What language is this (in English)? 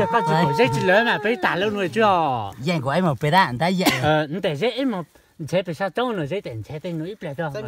Hmong